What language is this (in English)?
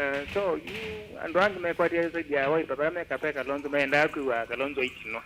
Kamba